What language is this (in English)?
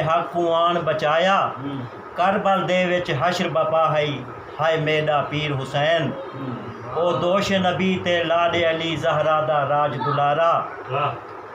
Saraiki